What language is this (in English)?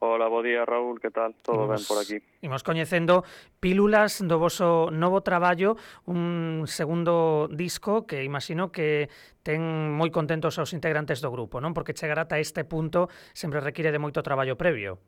Galician